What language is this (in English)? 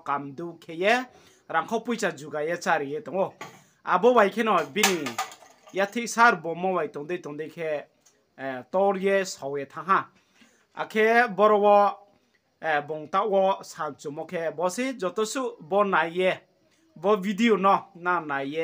Riang (India)